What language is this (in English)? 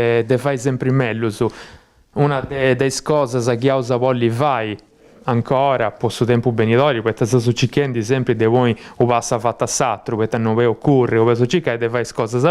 Sardinian